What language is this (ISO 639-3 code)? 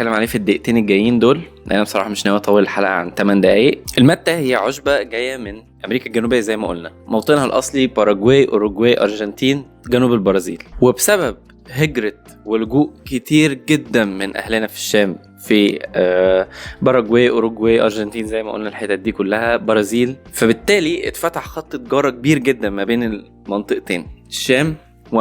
arz